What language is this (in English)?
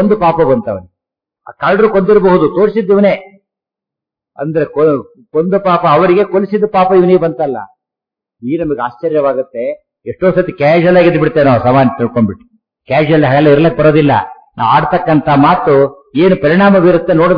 Kannada